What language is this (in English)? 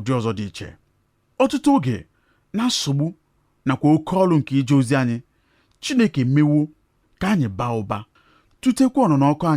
Igbo